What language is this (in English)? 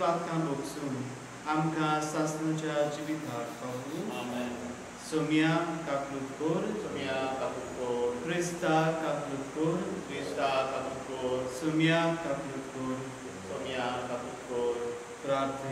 Konkani